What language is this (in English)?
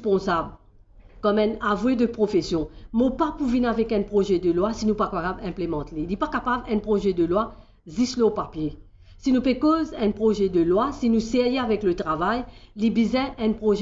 Morisyen